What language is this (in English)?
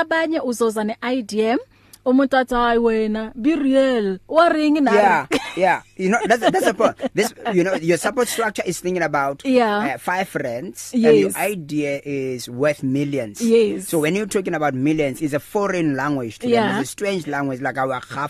English